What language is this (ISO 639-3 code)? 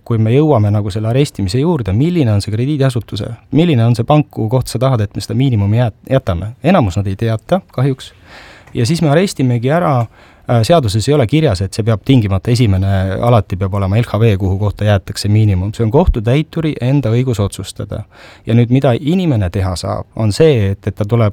est